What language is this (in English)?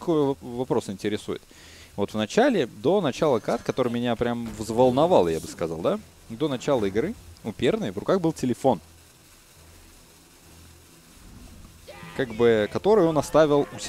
Russian